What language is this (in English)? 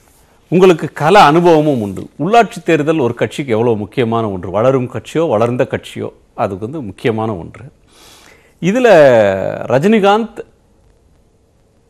Tamil